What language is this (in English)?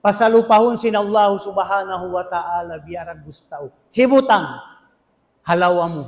Tausug